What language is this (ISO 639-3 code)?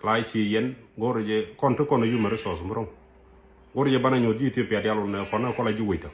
nus